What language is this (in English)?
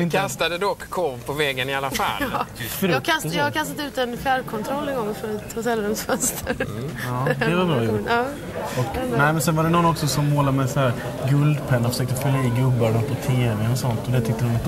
Swedish